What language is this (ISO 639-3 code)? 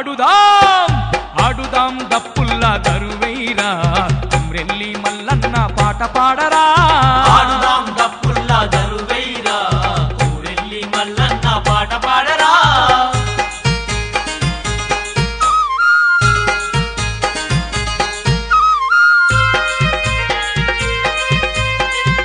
tel